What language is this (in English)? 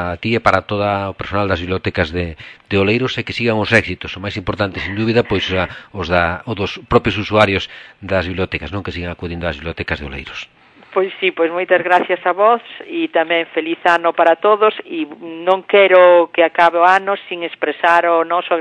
Galician